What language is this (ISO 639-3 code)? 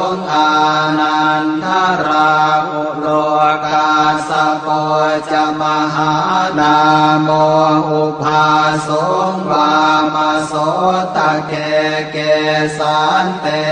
pli